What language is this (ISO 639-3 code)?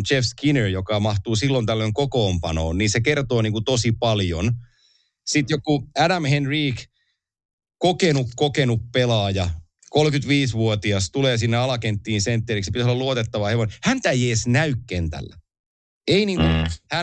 fin